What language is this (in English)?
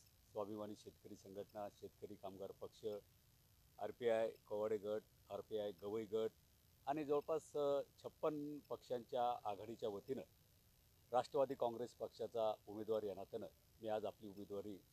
Marathi